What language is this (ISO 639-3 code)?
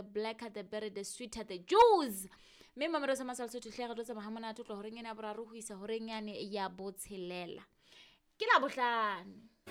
sot